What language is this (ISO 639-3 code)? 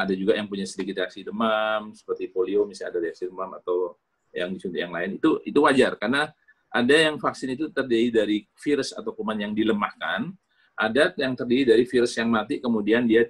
ind